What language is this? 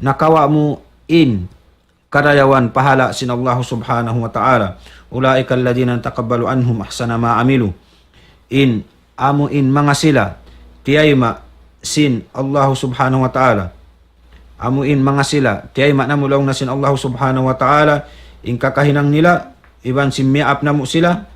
Tausug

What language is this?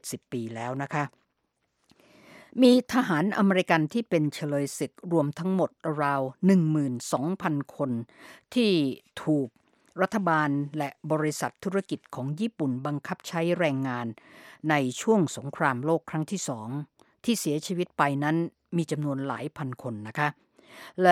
Thai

